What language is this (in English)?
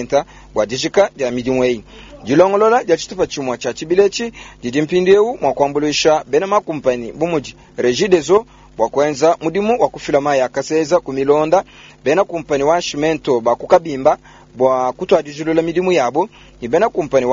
Luba-Lulua